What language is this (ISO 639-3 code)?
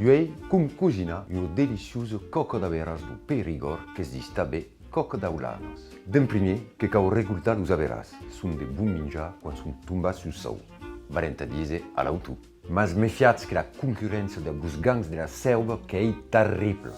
oci